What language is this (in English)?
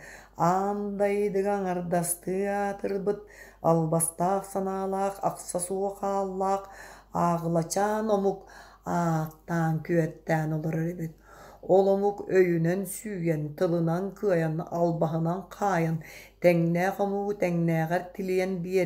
Yakut